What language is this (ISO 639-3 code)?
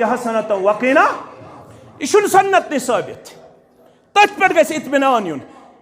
kas